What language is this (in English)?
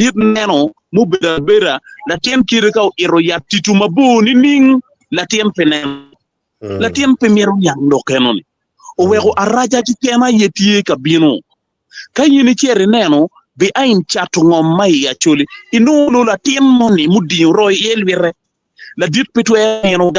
Acoli